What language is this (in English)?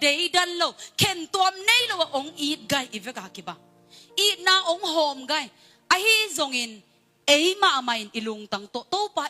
Tedim Chin